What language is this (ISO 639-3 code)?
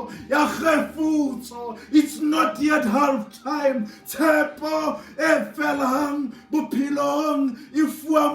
sot